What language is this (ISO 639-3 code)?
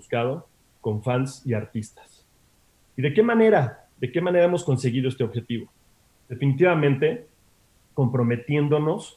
spa